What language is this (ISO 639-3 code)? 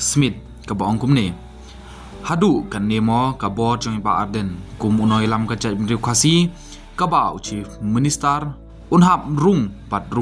kha